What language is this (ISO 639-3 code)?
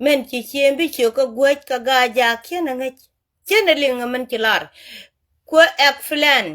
nus